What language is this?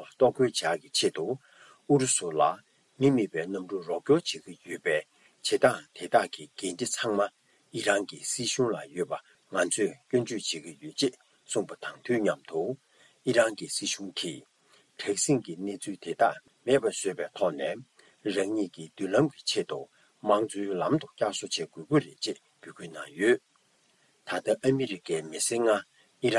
Tibetan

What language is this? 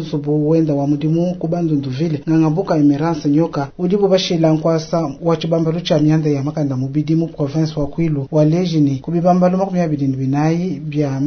Luba-Lulua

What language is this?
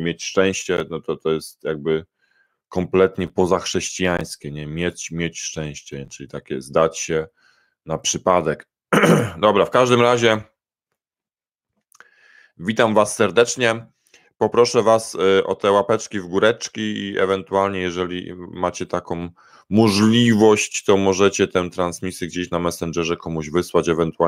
Polish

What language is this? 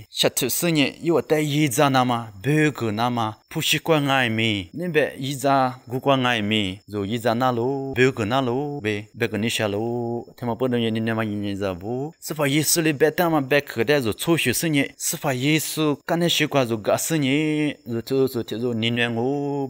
Lisu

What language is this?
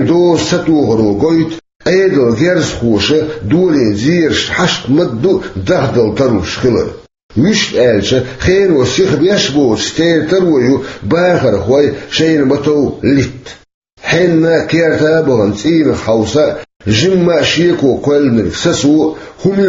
Chechen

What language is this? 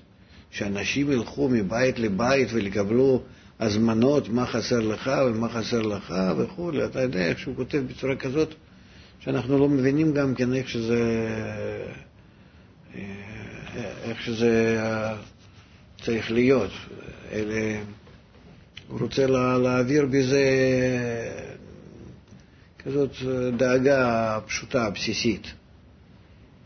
Hebrew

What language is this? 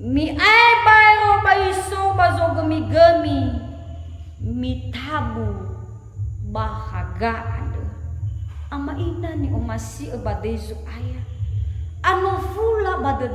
Nias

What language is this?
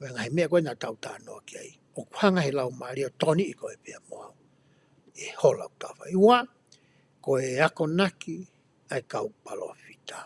Tongan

